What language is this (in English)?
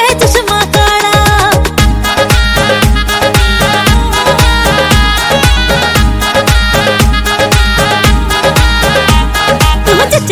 Hindi